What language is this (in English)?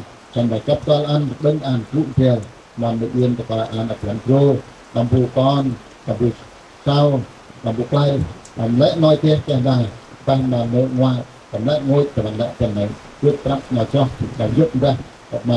Central Mnong